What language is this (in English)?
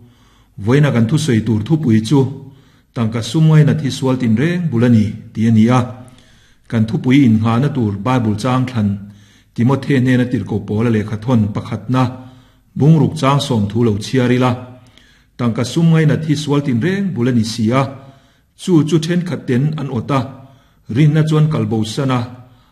Mizo